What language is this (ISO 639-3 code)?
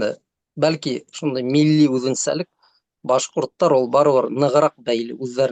bak